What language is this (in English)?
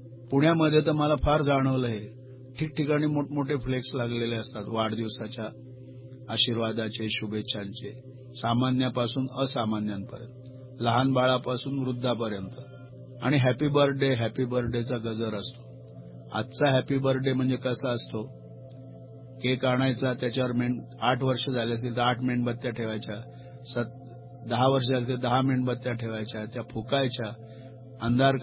Marathi